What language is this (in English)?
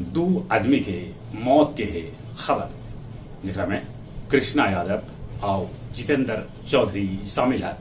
Magahi